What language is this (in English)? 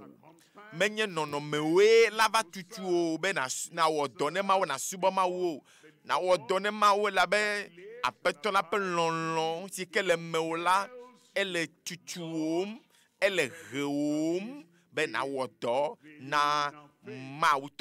Ewe